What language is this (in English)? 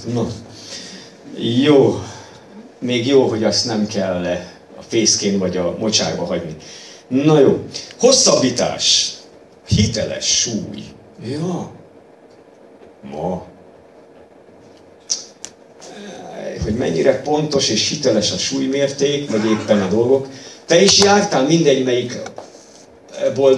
Hungarian